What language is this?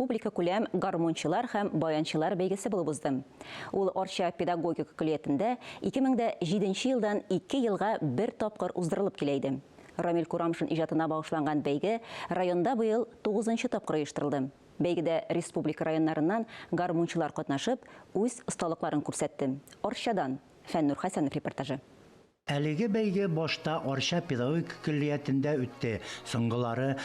Tatar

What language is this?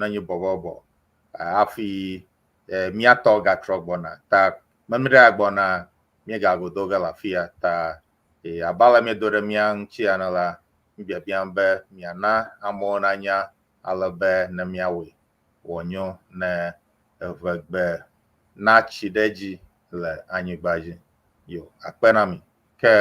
Ewe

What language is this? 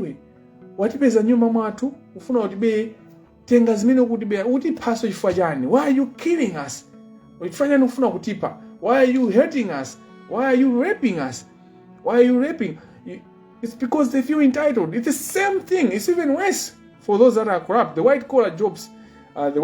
Nyanja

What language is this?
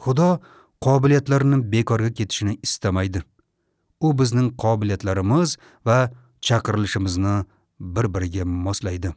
Uzbek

